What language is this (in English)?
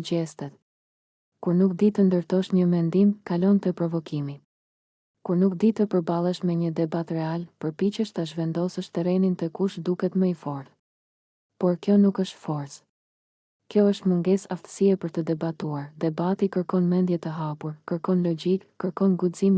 Albanian